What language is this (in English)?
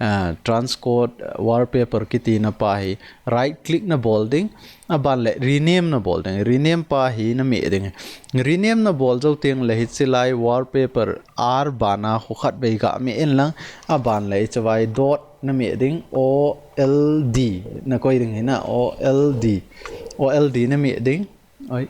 Thado Chin